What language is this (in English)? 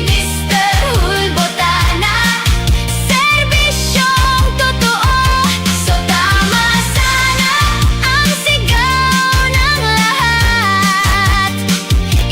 Bikol